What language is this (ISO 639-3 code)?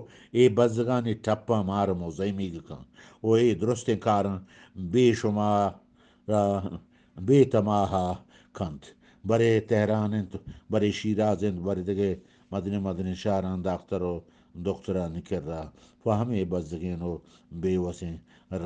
bgp